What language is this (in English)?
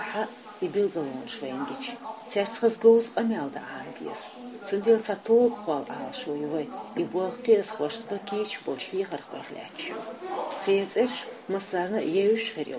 Chechen